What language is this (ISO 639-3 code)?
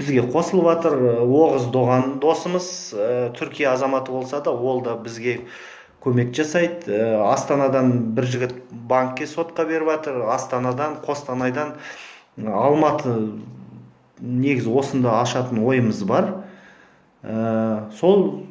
kaz